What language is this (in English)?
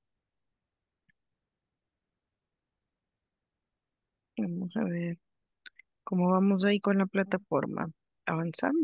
Spanish